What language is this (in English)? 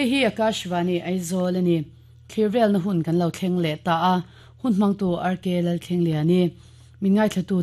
Mizo